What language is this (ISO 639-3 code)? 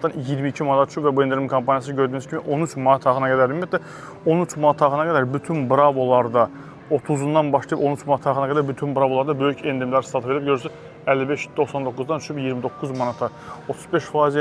aze